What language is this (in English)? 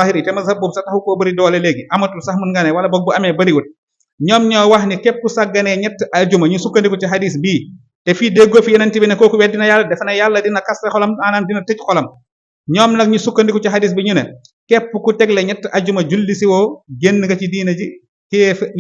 Wolof